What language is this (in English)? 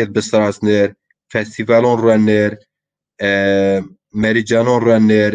Zaza